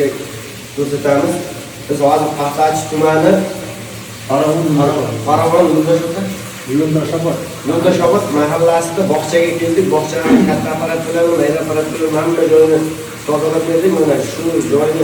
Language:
Uzbek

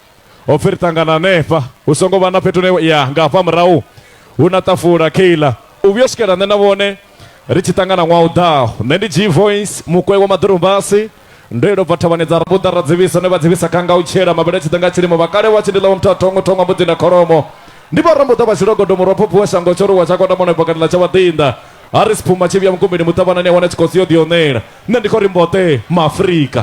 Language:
Venda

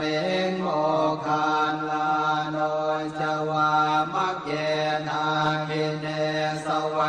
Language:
Pali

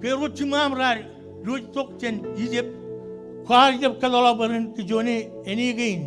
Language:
Marshallese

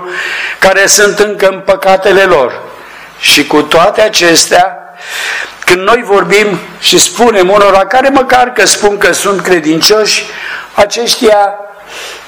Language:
Romanian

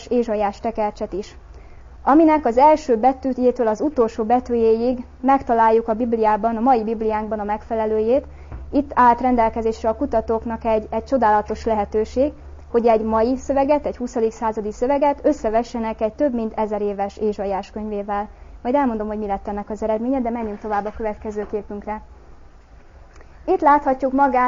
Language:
Hungarian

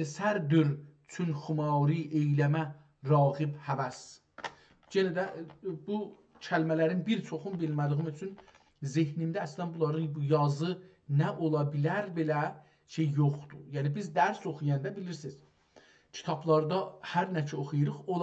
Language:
South Azerbaijani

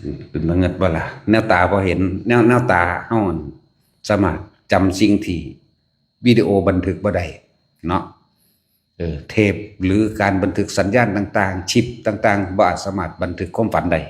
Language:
Northeastern Thai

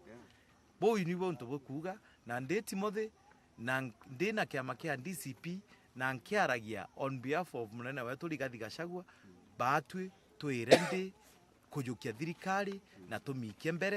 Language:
Meru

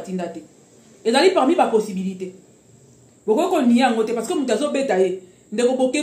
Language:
Lingala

